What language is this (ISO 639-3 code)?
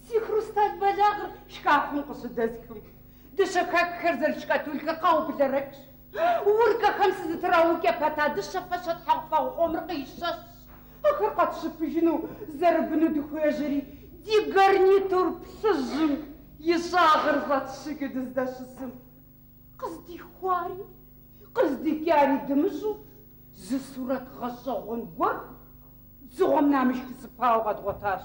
kbd